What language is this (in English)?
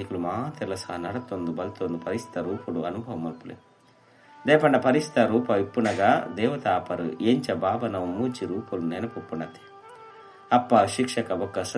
Tulu